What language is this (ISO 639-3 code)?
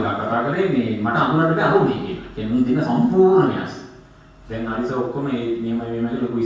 sin